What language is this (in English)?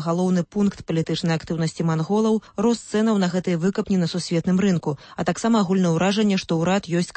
Belarusian